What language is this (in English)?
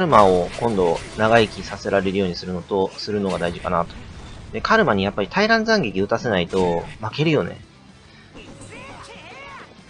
Japanese